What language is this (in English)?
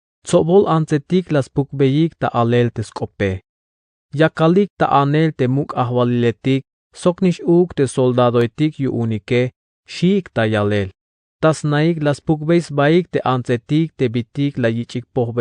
Tzeltal